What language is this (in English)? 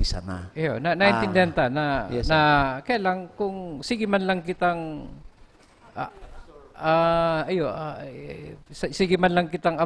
Bikol